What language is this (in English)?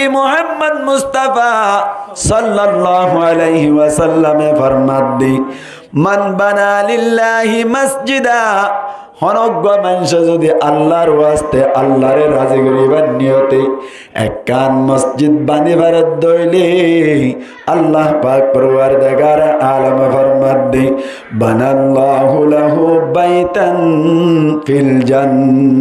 Rohingya